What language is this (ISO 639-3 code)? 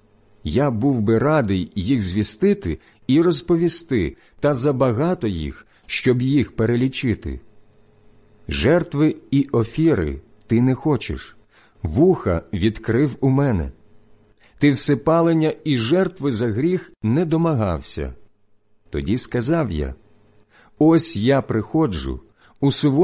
ukr